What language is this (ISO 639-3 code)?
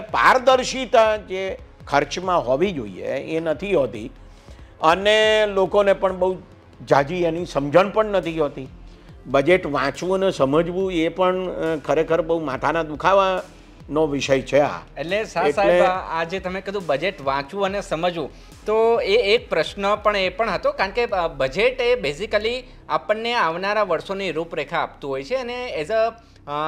guj